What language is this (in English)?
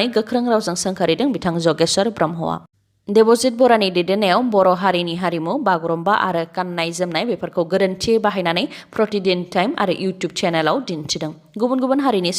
Bodo